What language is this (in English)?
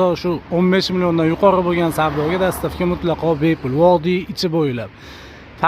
Uzbek